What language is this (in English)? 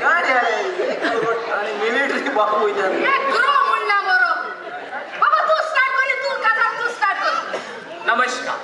Konkani